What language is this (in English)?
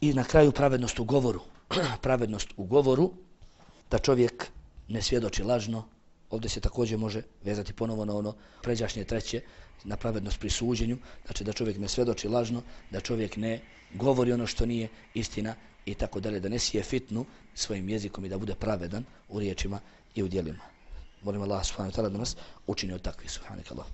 Bosnian